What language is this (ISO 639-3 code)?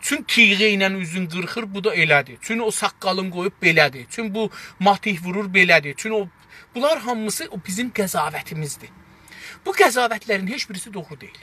azb